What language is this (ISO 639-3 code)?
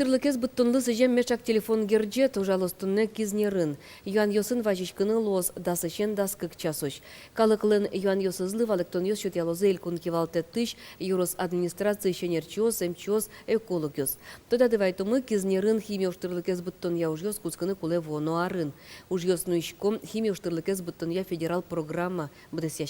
udm